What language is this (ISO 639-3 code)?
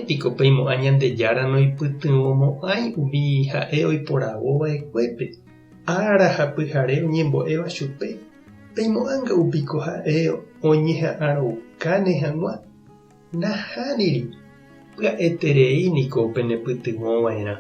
grn